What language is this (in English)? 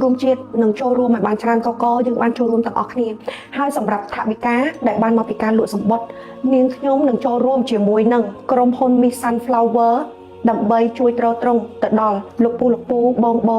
Khmer